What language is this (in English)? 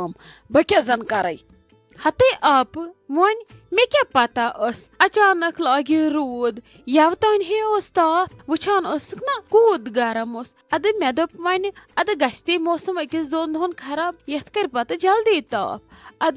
Kashmiri